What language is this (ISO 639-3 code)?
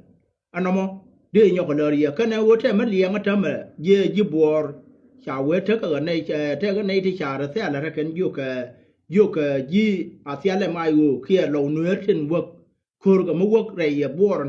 nus